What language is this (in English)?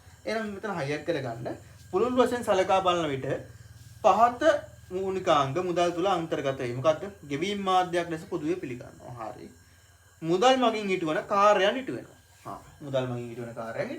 Sinhala